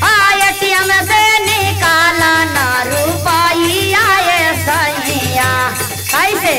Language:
Magahi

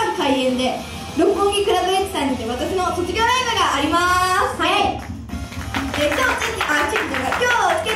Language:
Japanese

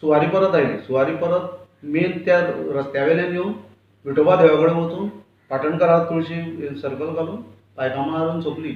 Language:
Konkani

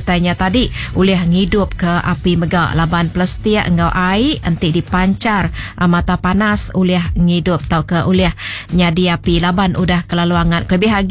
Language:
Iban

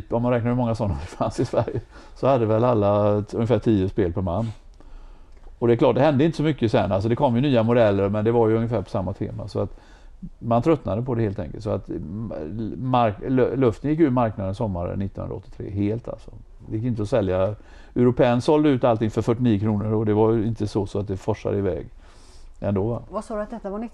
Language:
Swedish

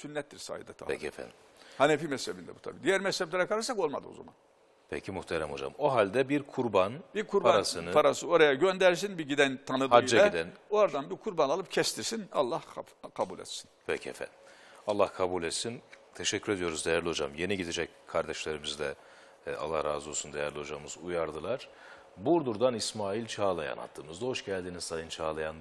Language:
Turkish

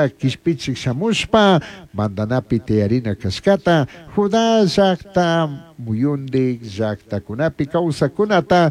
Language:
Chimborazo Highland Quichua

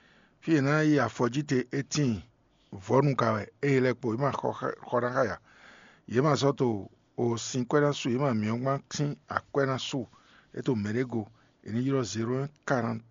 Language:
Fon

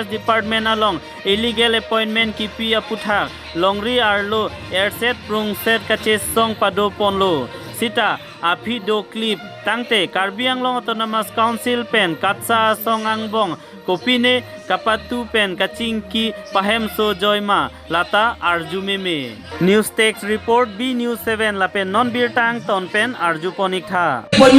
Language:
Karbi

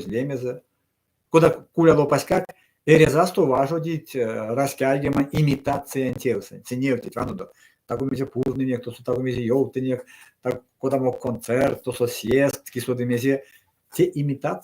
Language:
Erzya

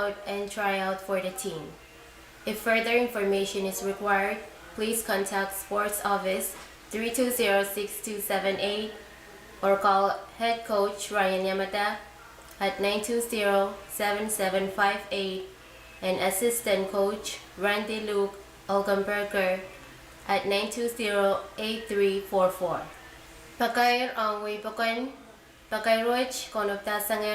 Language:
Pohnpeian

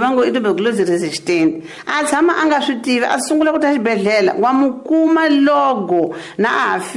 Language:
Tsonga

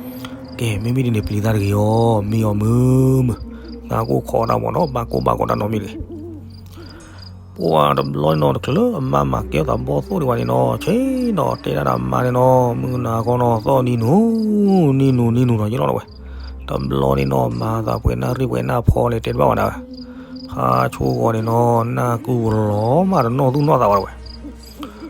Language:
S'gaw Karen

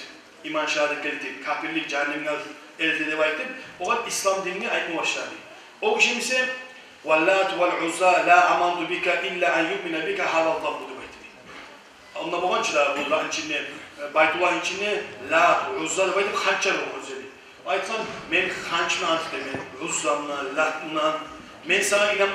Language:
Kumyk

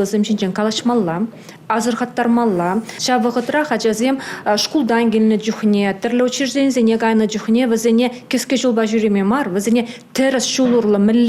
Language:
Chuvash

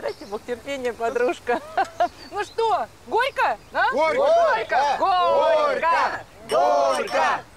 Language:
Russian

